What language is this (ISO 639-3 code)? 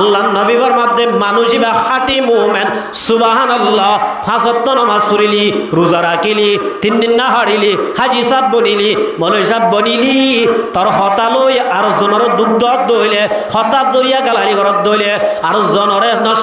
rhg